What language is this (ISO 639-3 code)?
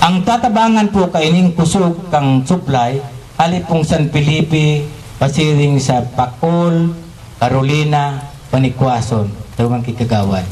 bik